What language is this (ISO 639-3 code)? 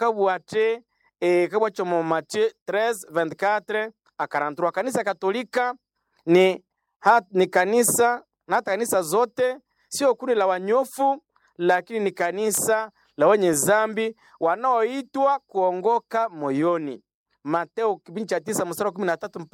swa